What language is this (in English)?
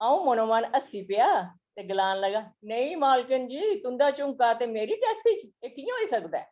Dogri